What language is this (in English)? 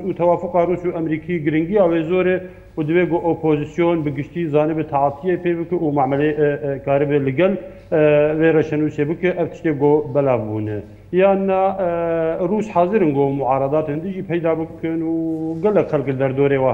Kurdish